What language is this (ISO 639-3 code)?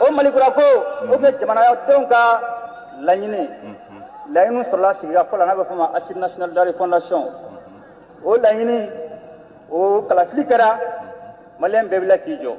bam